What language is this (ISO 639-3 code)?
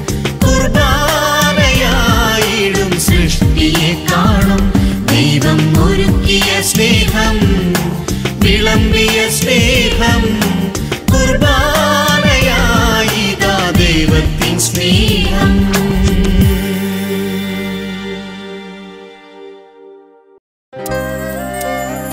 mal